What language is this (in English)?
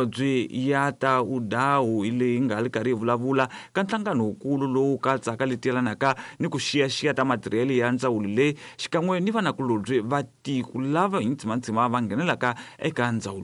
Tsonga